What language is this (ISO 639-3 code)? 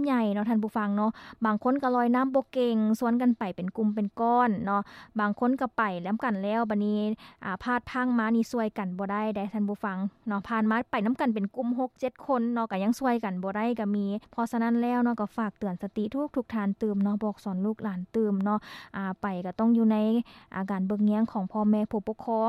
lao